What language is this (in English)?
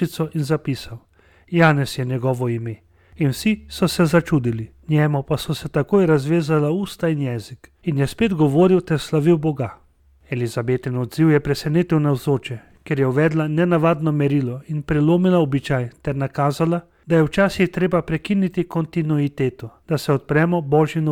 Slovenian